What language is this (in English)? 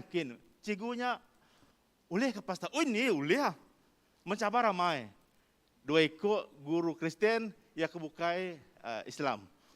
Iban